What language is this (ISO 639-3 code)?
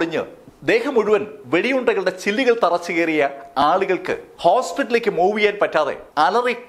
mal